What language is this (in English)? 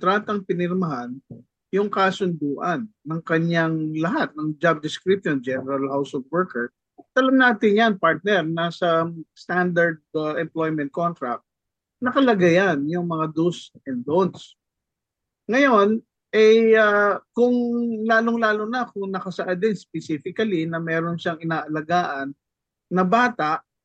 Filipino